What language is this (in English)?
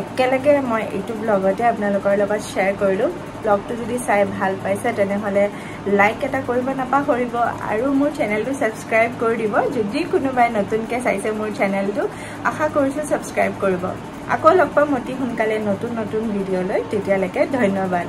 Assamese